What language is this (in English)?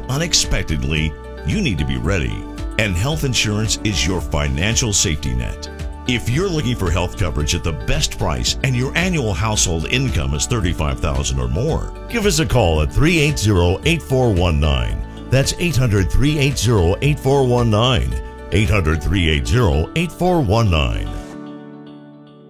English